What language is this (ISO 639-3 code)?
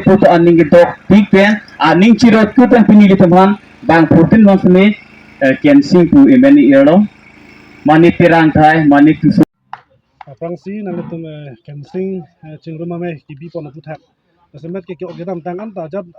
mjw